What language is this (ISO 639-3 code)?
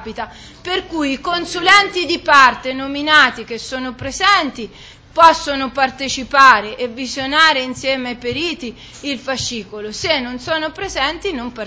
ita